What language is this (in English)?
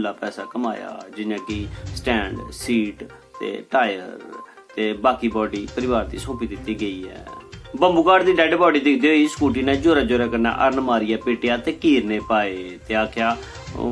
Dogri